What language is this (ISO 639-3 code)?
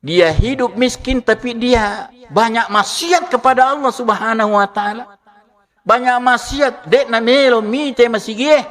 bug